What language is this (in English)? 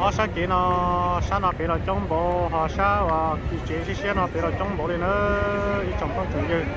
Hmong